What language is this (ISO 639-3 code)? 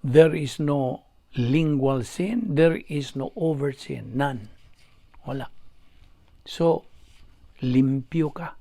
ceb